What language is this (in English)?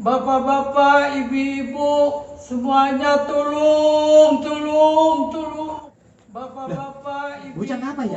Betawi